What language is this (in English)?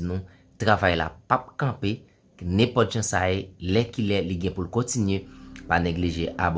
Haitian Creole